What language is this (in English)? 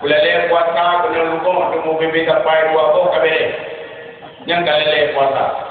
Achinese